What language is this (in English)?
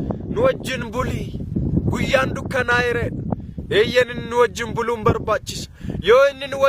Oromo